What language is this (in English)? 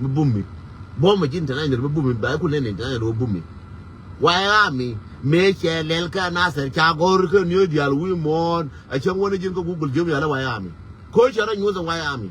Nuer